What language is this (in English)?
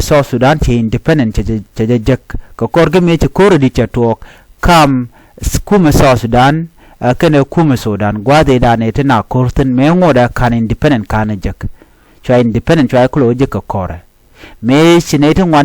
Nuer